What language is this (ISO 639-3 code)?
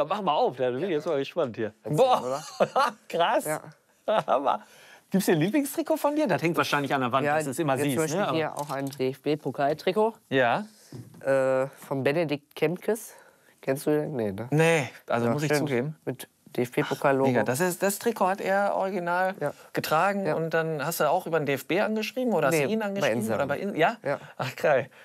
deu